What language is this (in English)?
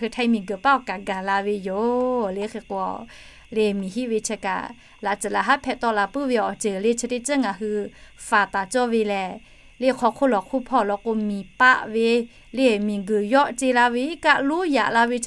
Lahu